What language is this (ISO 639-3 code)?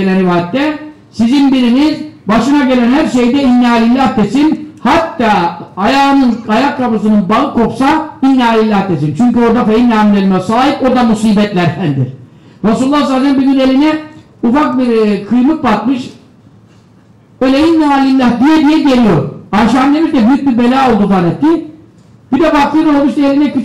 tur